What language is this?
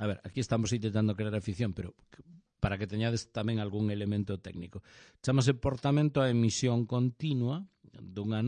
Galician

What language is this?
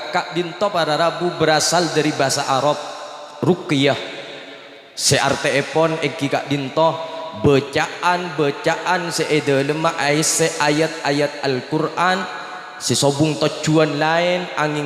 Madurese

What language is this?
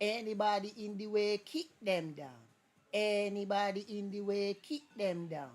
Jamaican Creole English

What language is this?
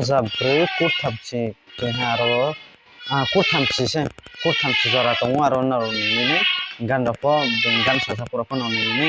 Riang (India)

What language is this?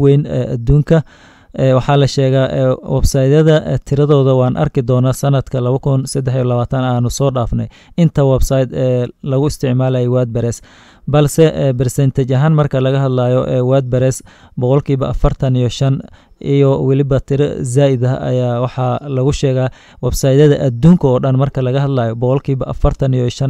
Somali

